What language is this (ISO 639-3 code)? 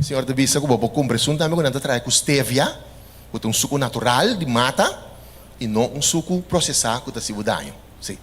pap